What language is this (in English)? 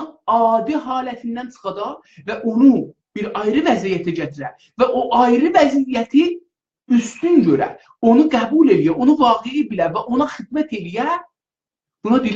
South Azerbaijani